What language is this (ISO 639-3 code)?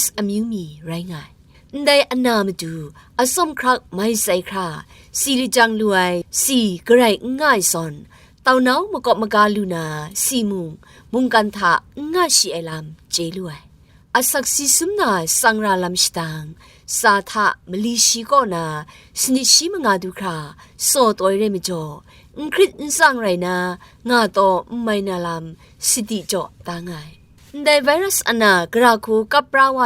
kac